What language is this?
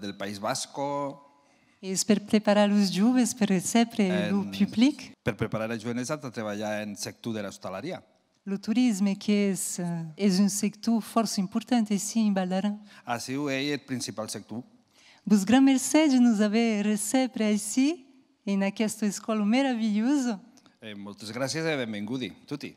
Occitan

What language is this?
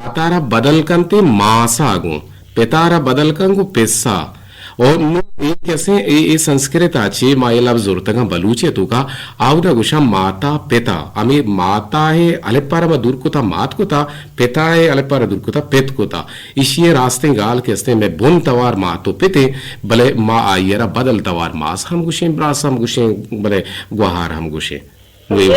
Eastern Balochi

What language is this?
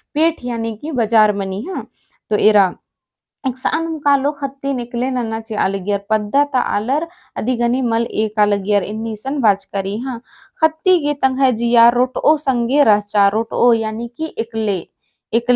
Kurukh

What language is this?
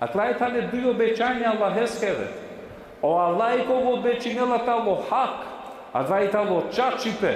Balkan Romani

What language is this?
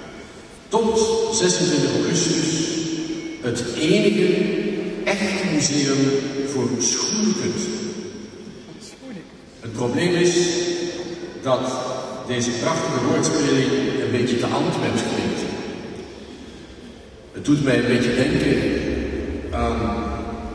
Dutch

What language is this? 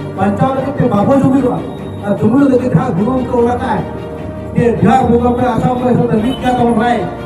Santali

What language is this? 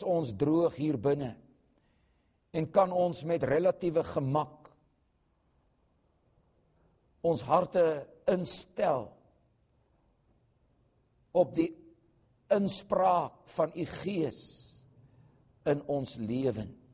Afrikaans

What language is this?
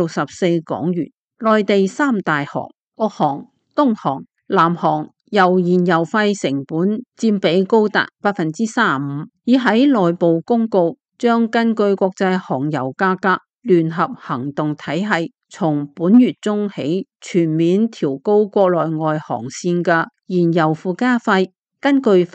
Cantonese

